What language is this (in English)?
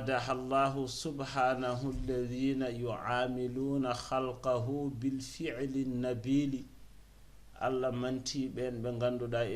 Fula